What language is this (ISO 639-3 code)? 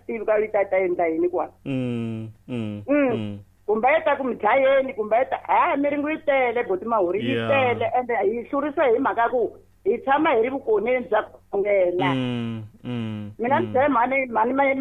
tso